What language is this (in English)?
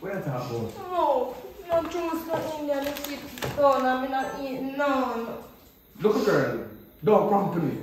Jamaican Creole English